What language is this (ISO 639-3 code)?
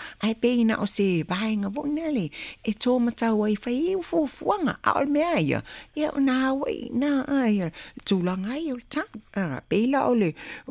smo